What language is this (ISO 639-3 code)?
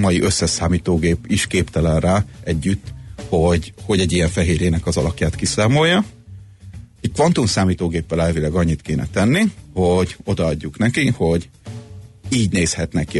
hun